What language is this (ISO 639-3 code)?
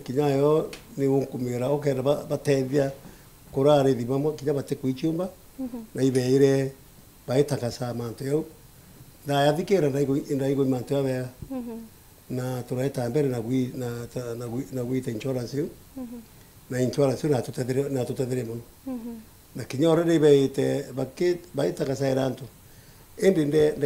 mer